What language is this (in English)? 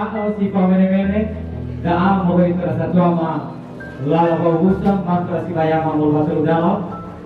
Nias